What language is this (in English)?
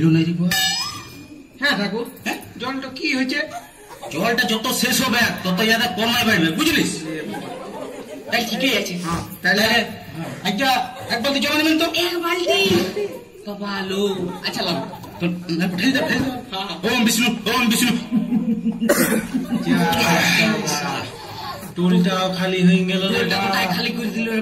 Bangla